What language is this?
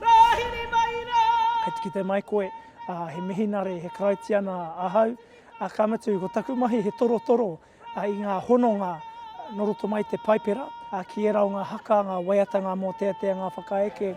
Māori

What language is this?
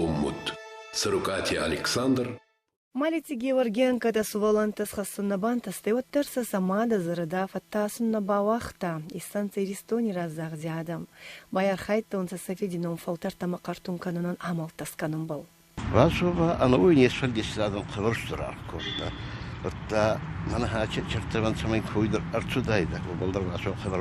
Ossetic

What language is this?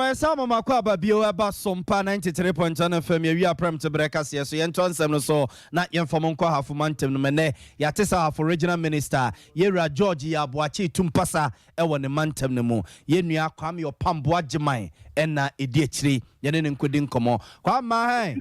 Akan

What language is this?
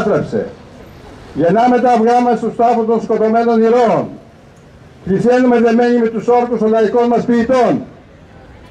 Greek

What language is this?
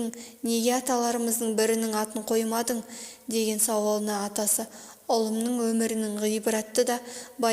Kazakh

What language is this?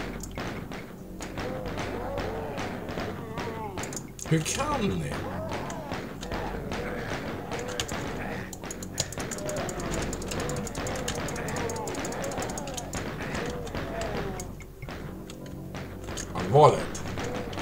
Swedish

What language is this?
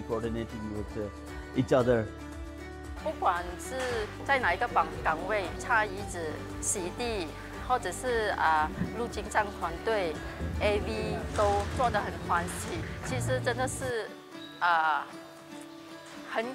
Chinese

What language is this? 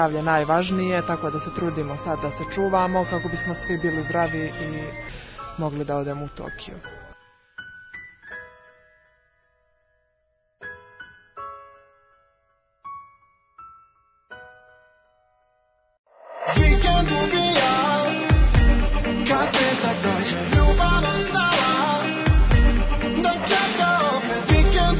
Serbian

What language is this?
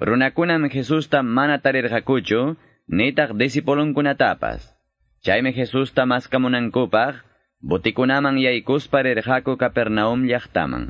Quechua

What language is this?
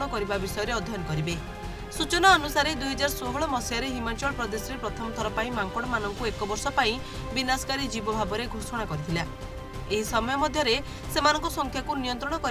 Odia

